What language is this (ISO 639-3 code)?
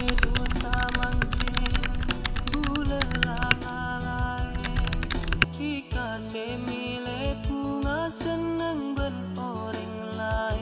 mad